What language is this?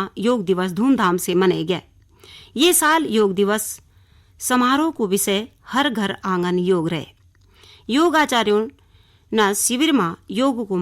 Garhwali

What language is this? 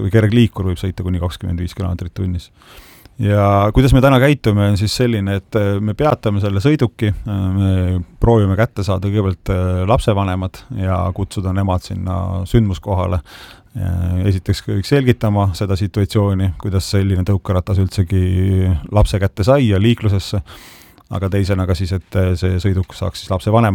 Estonian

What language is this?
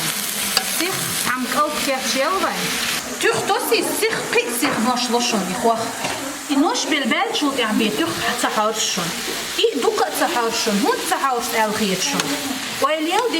Chechen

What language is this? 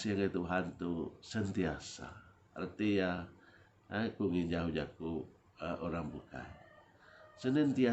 Iban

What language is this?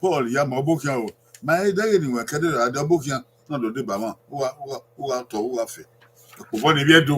Bini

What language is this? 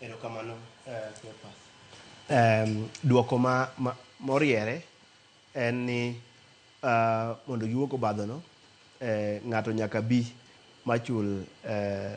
Luo (Kenya and Tanzania)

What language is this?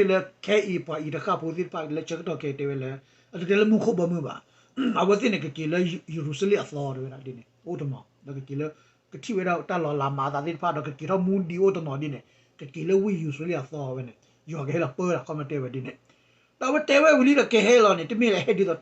S'gaw Karen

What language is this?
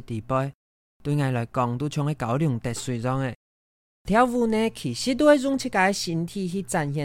Hakka Chinese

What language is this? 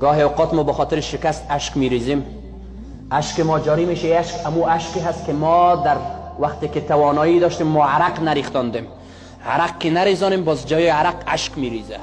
Persian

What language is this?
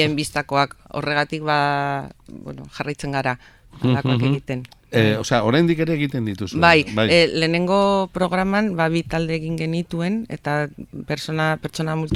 Basque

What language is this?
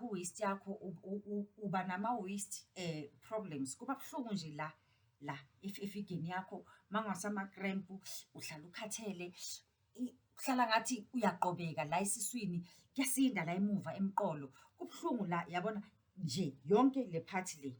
Zulu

